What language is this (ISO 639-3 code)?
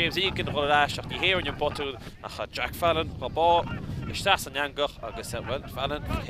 gle